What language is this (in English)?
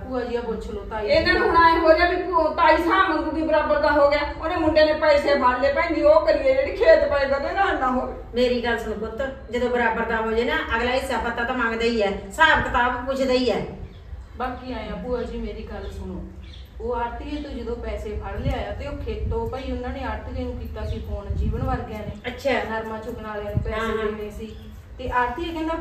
Punjabi